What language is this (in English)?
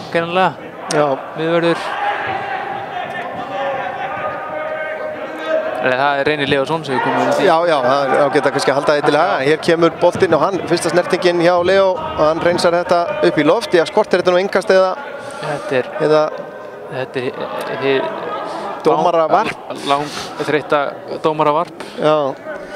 Icelandic